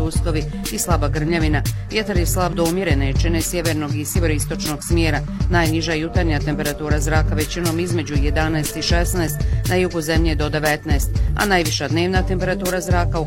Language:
Bosnian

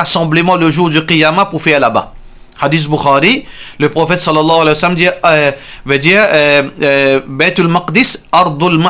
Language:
Morisyen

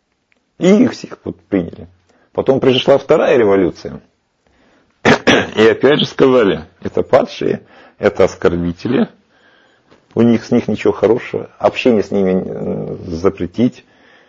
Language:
Russian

